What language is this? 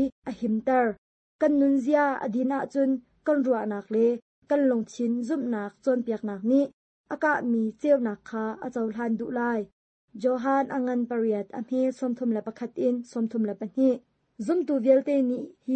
Hakha Chin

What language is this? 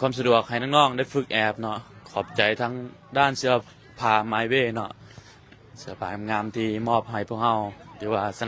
Lao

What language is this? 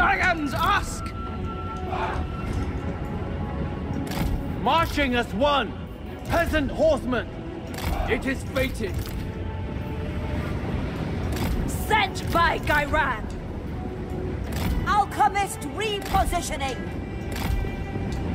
Thai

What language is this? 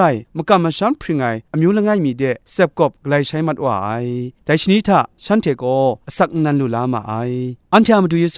Kachin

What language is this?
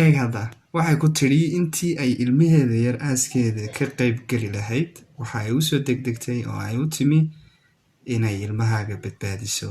Somali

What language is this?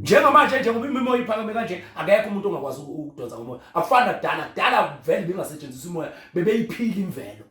Zulu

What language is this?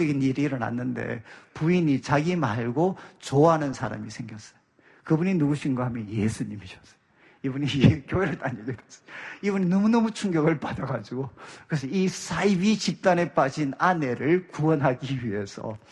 Korean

